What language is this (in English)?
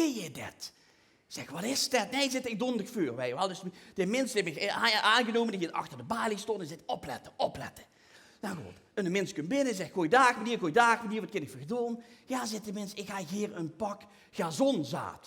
Limburgish